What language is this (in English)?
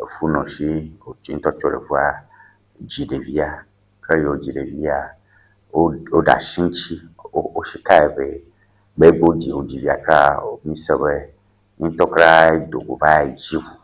Ewe